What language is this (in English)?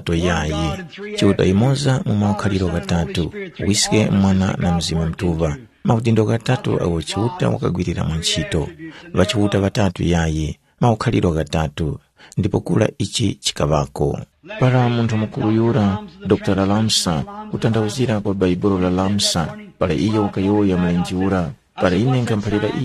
Tumbuka